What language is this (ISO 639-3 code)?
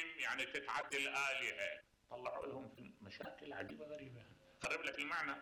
acm